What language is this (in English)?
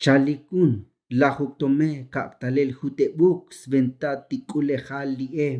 Tzotzil